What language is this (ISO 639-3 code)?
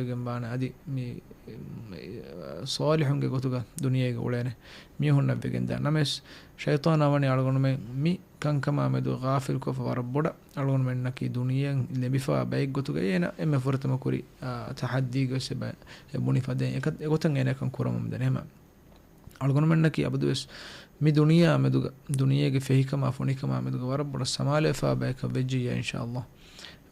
div